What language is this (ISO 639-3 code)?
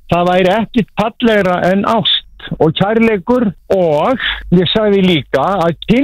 isl